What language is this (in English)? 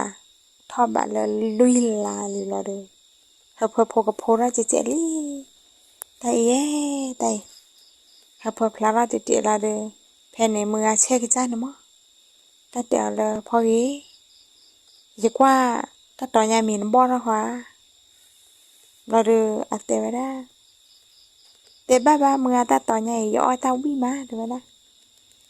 S'gaw Karen